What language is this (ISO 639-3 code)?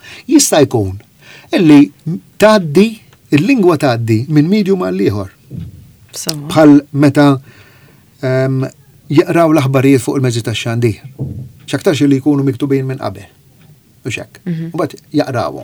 mlt